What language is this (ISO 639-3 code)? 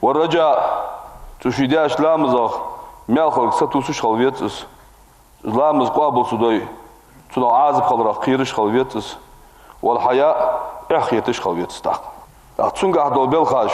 inh